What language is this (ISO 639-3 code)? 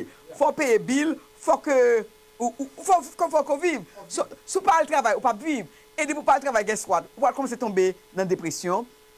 hat